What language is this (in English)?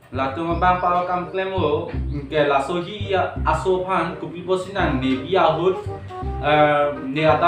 Karbi